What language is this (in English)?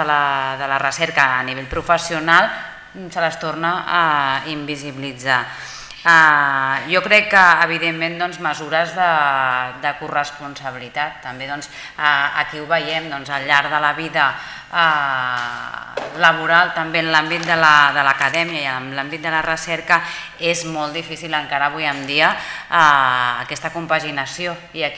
Catalan